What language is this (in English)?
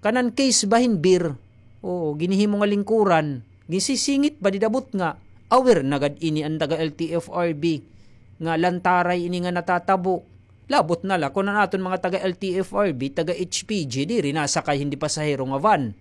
Waray